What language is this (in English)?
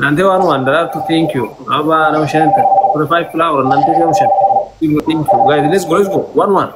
Oromo